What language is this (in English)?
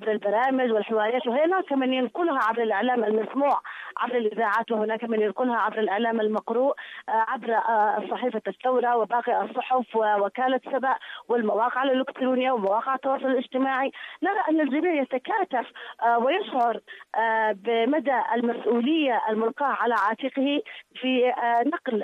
Arabic